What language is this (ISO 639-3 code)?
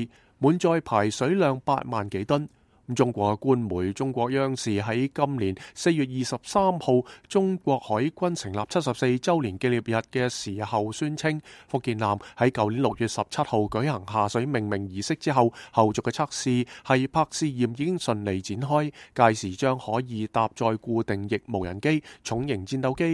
yue